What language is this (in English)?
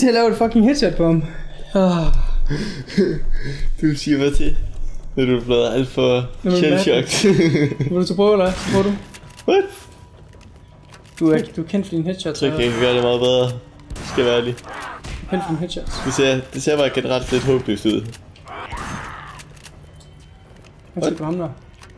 Danish